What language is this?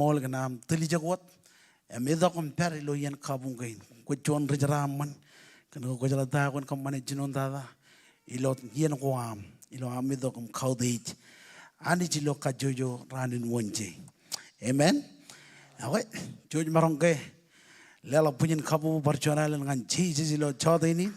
Marshallese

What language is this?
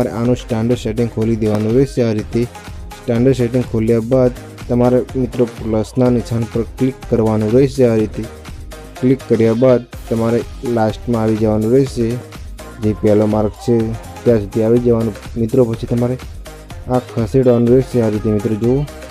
Gujarati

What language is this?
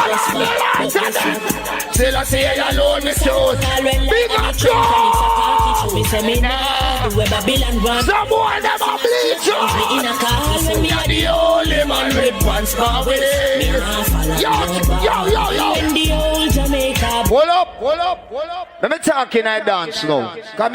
Jamaican Creole English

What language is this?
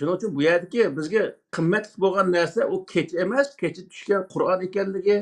Uyghur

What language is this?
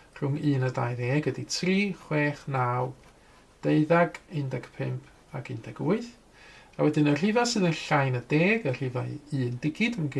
Welsh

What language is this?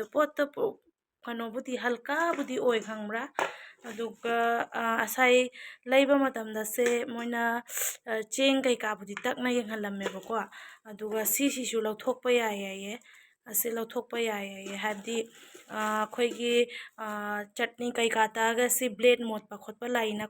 Manipuri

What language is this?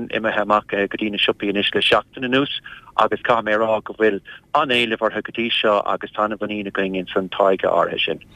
Irish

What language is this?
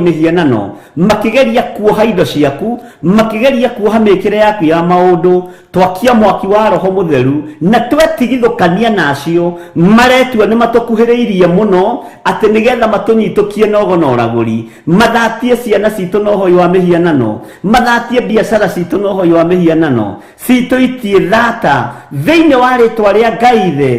Kikuyu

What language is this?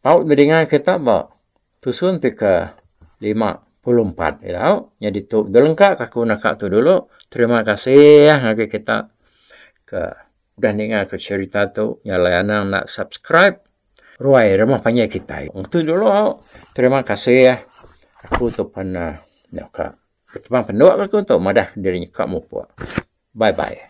Iban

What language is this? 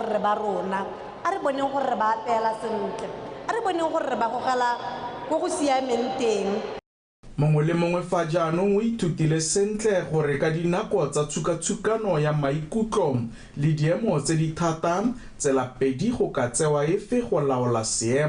Tswana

